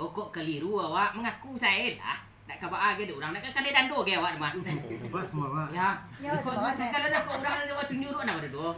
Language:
Minangkabau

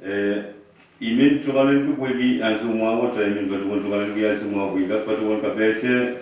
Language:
Pohnpeian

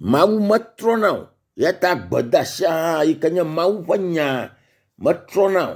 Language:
Ewe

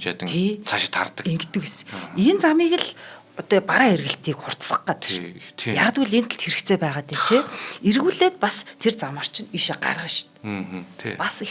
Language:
Mongolian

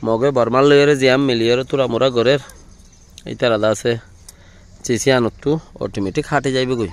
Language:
Rohingya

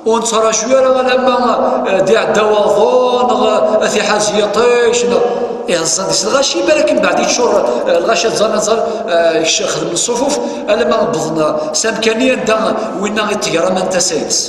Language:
Kabyle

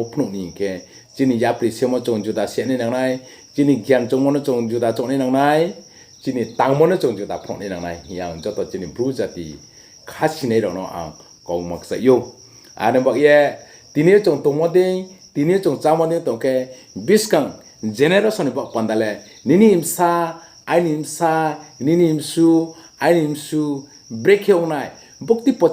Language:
Riang (India)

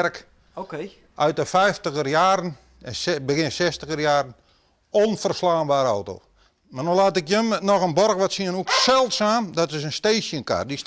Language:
Western Frisian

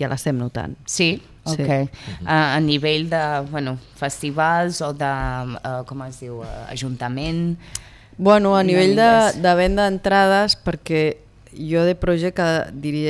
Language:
Catalan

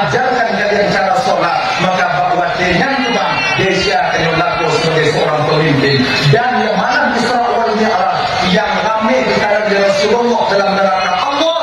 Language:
Achinese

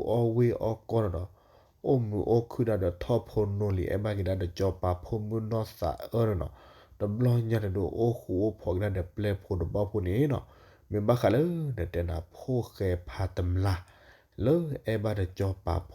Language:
S'gaw Karen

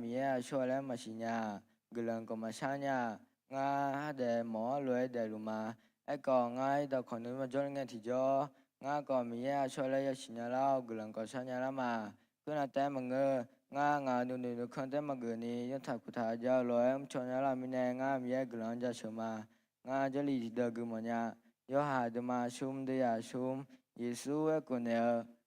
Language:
Akha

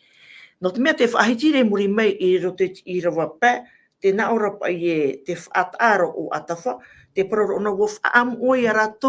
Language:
Tahitian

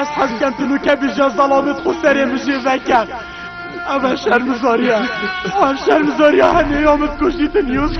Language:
Kurdish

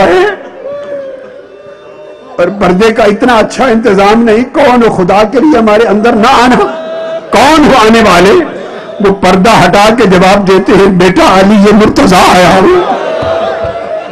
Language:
Urdu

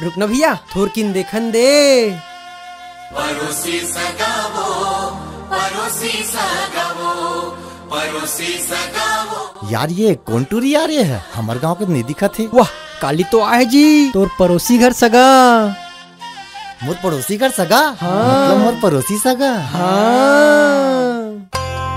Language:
Chhattisgarhi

